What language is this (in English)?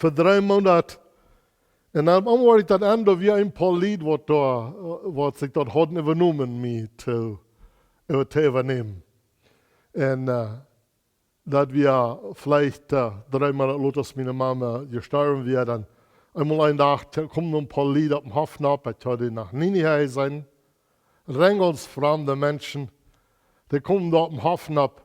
Plautdietsch